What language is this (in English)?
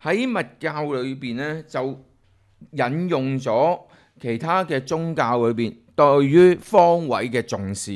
Cantonese